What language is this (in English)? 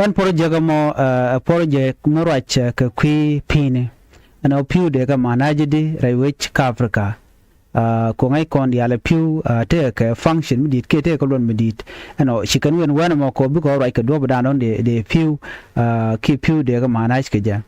Nuer